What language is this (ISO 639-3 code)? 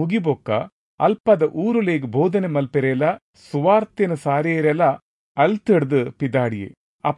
tcy